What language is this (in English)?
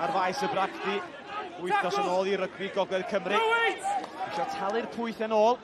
Welsh